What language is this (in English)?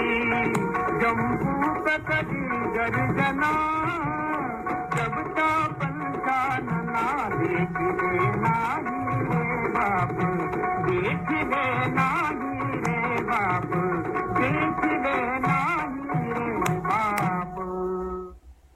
Marathi